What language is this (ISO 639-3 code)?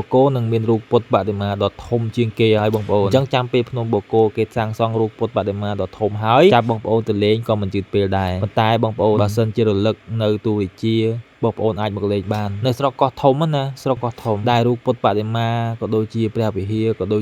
khm